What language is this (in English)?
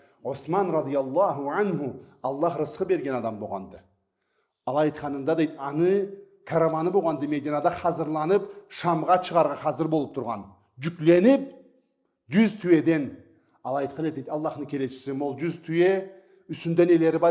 Karachay-Balkar